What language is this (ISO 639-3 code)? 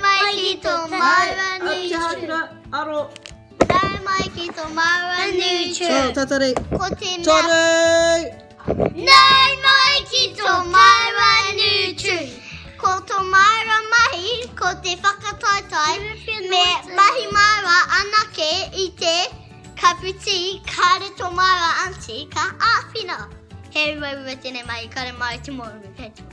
mri